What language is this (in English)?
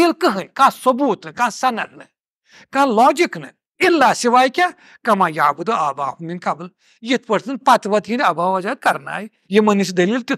Kashmiri